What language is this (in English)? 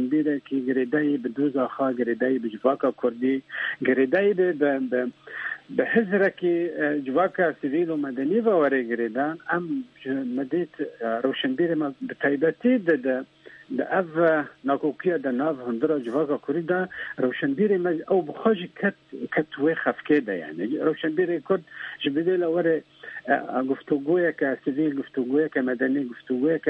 Kurdish